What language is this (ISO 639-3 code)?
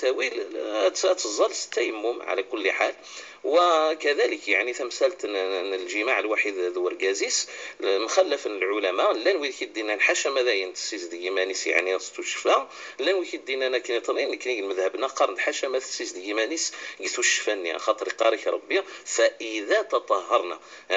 kab